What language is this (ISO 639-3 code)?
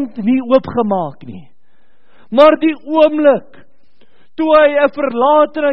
afr